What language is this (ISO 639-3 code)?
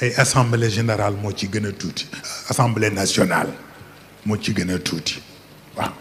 wol